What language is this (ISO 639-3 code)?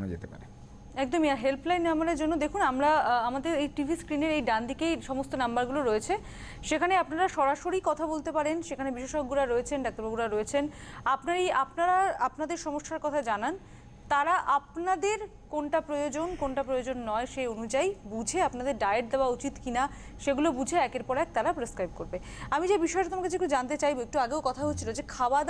ben